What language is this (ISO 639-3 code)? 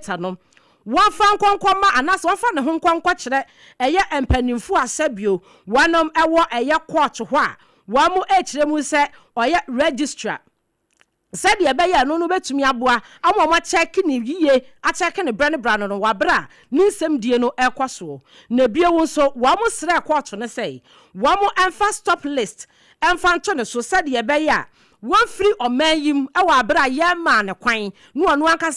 aka